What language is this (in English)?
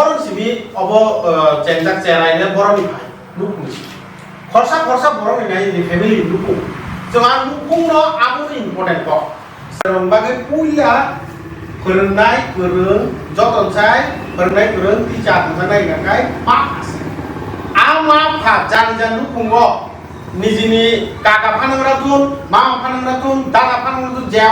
Kok Borok